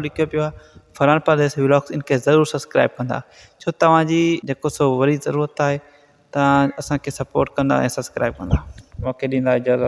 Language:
Sindhi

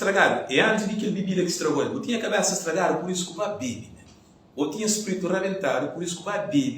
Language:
Kabuverdianu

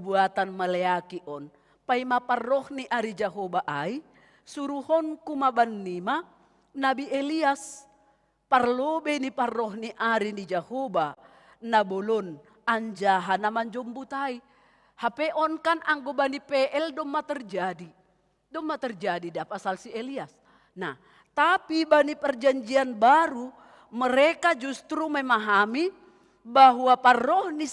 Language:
Batak Simalungun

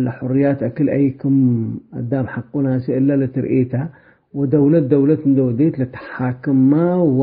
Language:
Tigre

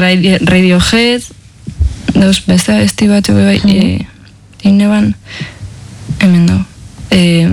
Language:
Basque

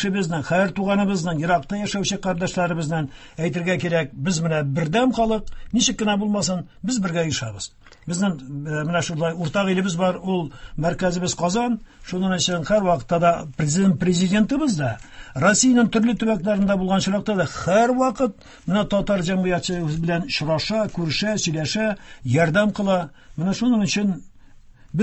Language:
Tatar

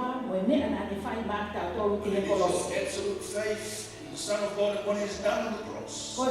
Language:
Tongan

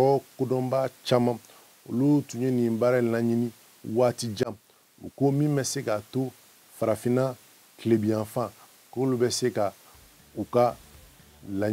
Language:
Bambara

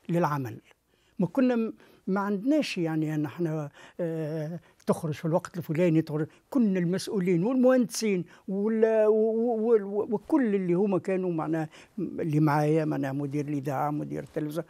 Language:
Tunisian Arabic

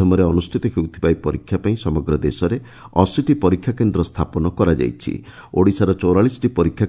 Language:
Odia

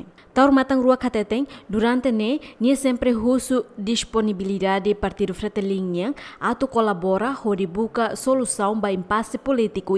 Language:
Tetum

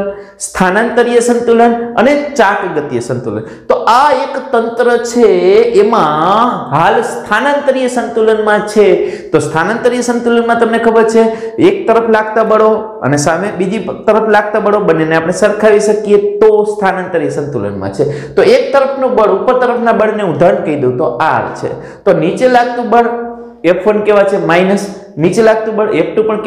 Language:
Gujarati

